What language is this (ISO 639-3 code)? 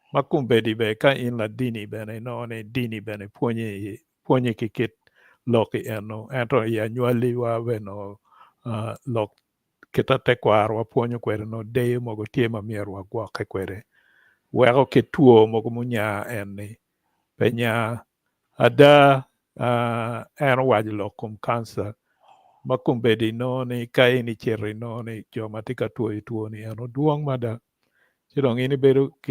ach